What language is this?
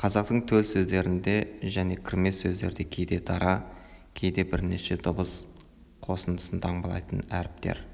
Kazakh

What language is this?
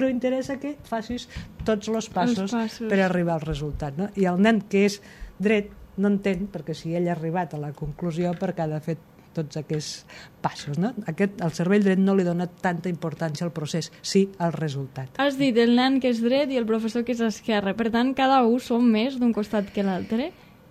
Catalan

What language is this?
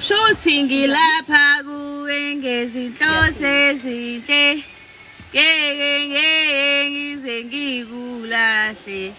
Zulu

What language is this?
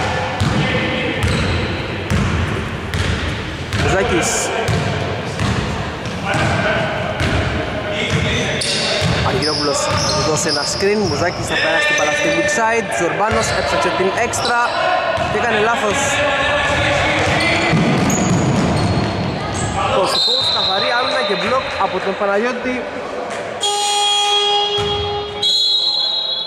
Greek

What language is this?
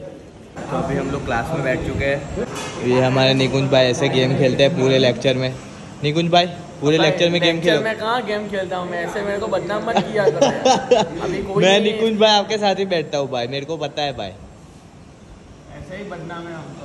Hindi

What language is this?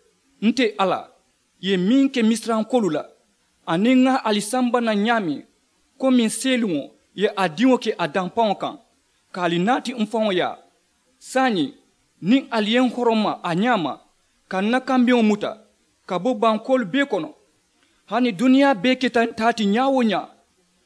Mandingo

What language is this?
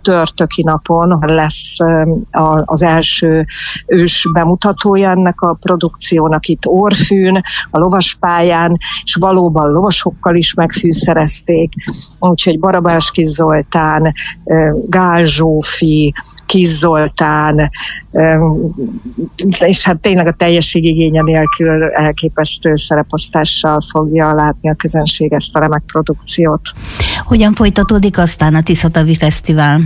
Hungarian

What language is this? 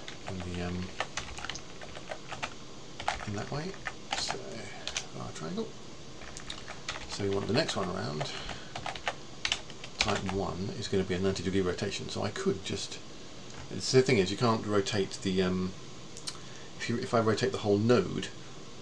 English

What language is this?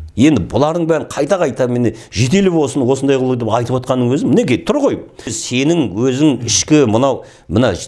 Kazakh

